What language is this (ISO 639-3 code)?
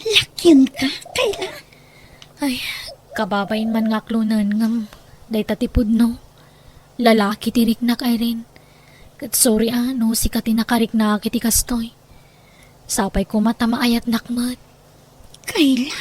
ilo